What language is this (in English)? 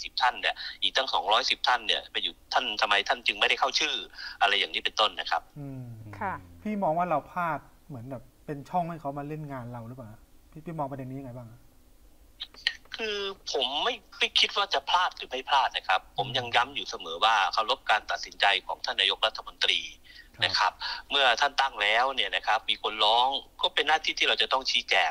Thai